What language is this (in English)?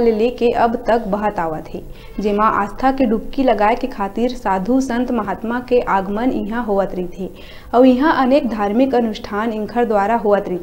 Chhattisgarhi